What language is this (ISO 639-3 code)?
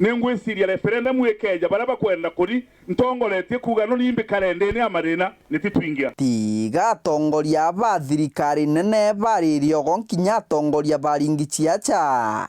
mer